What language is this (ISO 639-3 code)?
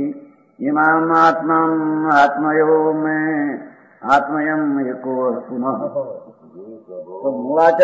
guj